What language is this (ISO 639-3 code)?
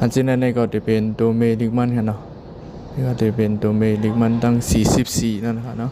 shn